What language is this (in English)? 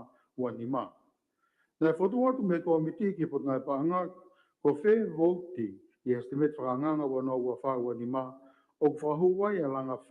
Tongan